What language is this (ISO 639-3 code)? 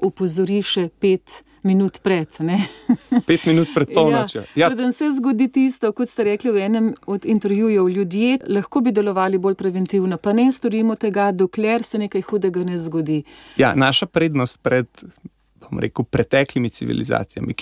slv